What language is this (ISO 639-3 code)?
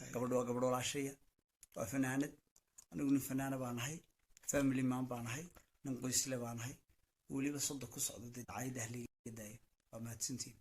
som